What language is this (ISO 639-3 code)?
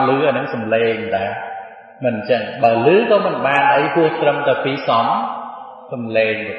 khm